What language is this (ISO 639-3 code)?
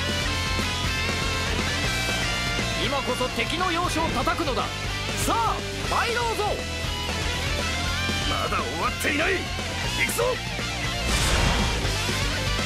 jpn